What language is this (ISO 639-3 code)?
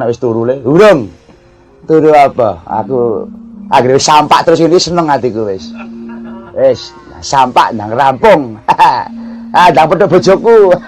jav